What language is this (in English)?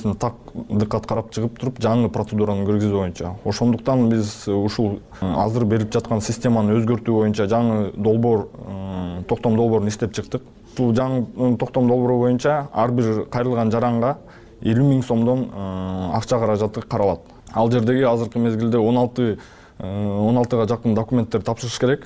Kyrgyz